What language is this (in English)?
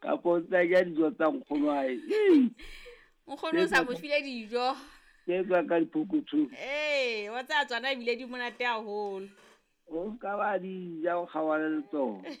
Southern Sotho